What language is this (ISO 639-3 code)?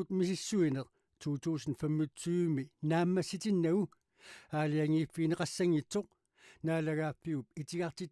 kal